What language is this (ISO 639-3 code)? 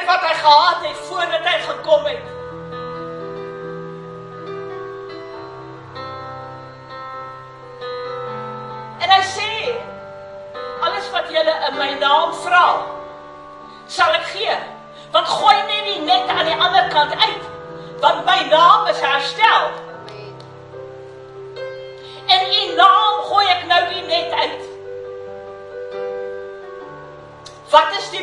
afr